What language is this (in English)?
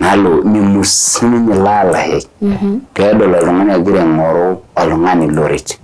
Masai